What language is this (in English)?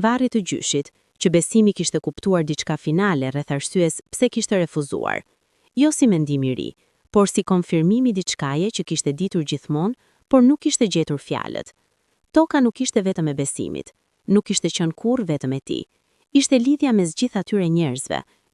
Albanian